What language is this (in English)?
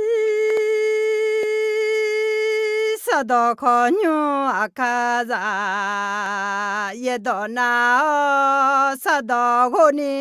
Akha